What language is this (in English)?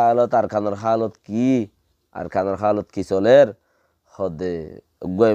Rohingya